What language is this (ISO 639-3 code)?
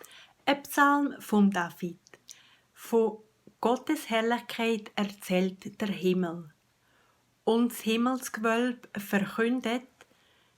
gsw